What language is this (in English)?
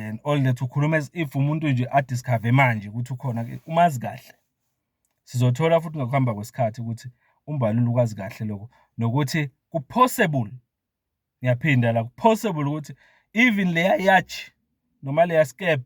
Zulu